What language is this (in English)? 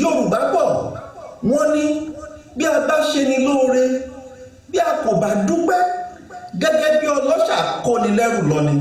Yoruba